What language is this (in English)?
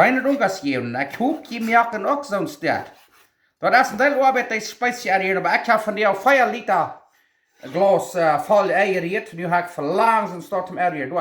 Plautdietsch